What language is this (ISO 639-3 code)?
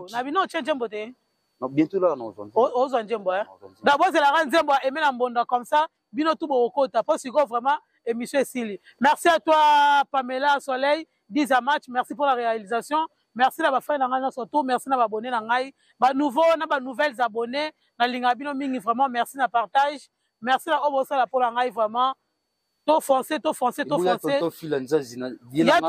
lin